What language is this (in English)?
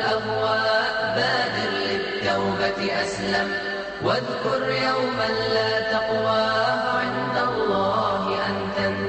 Bosnian